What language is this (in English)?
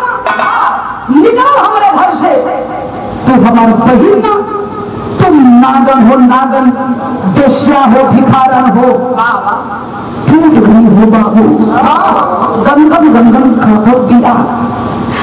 Bhojpuri